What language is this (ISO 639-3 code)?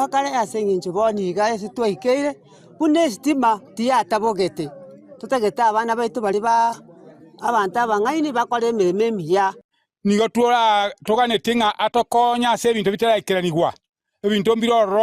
guz